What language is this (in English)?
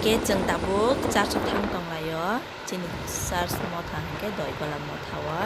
Kok Borok